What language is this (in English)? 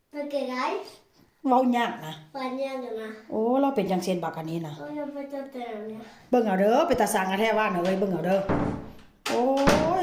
Northeastern Thai